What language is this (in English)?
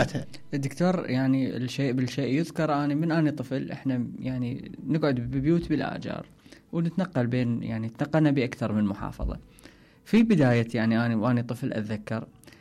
Mesopotamian Arabic